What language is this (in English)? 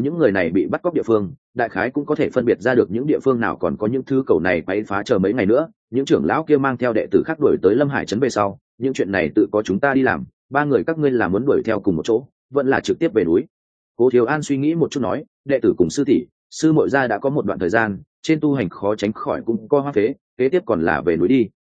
Vietnamese